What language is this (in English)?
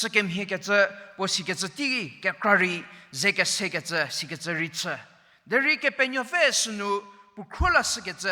Angami Naga